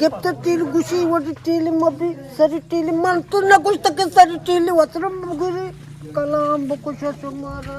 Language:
Eastern Balochi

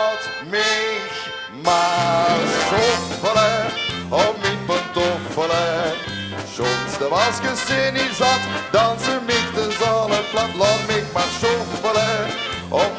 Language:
Limburgish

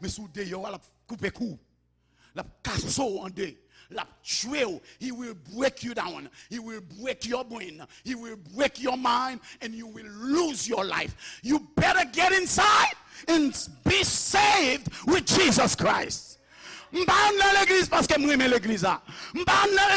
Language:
Haitian Creole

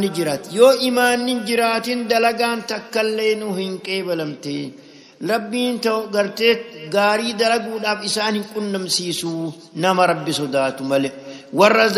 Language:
Oromo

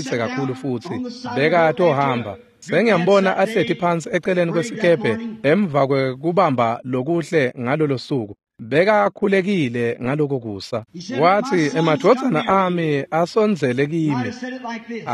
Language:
Swati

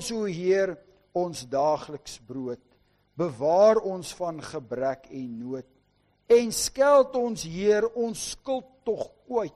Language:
Afrikaans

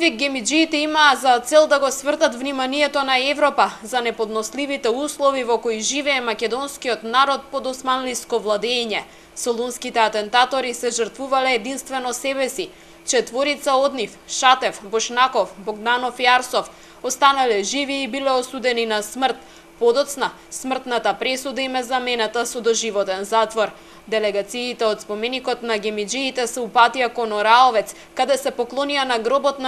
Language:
Macedonian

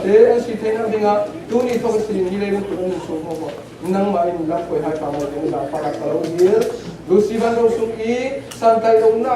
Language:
Falam Chin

